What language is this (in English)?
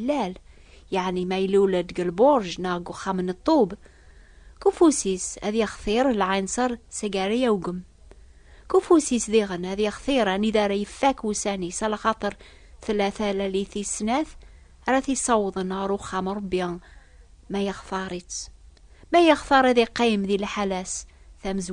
Kabyle